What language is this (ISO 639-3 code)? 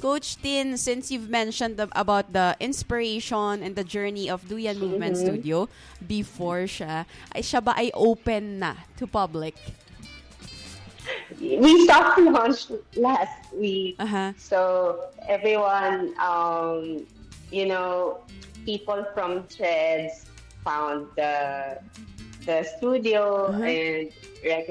fil